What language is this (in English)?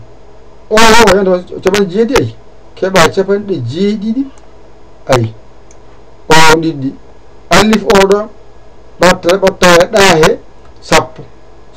Fula